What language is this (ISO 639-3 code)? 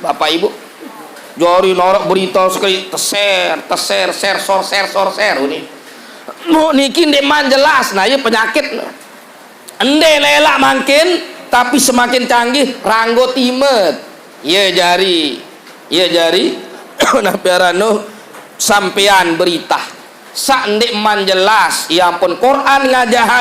sas